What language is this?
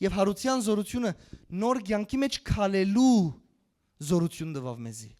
Western Armenian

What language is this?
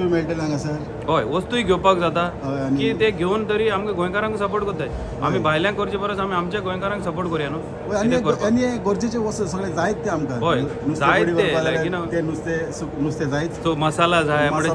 Konkani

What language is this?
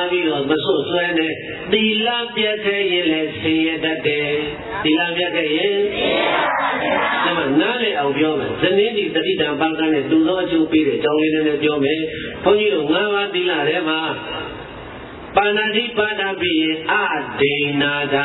Burmese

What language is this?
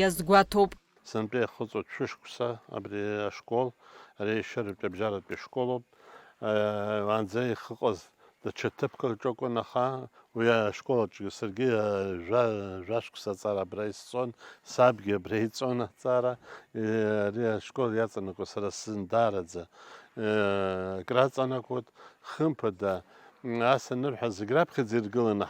Abkhazian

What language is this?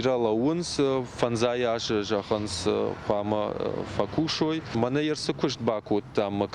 Ossetic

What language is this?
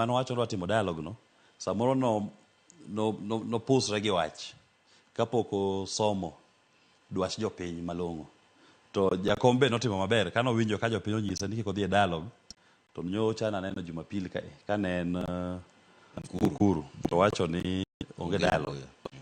Luo (Kenya and Tanzania)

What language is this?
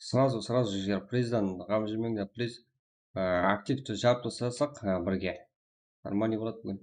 Kara-Kalpak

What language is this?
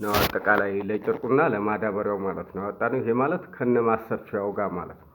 Amharic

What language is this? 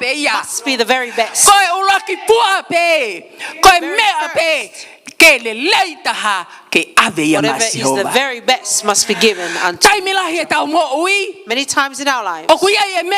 Tongan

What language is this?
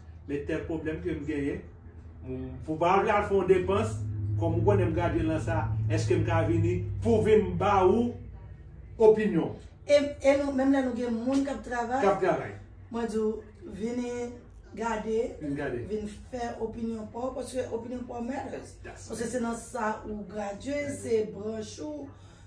Haitian Creole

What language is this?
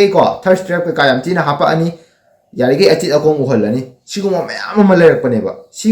Manipuri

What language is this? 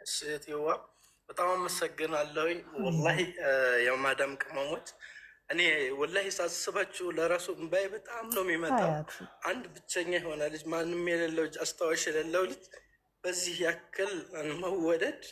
Amharic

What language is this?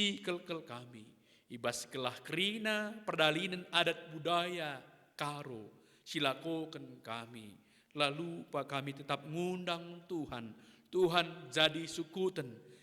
Batak Karo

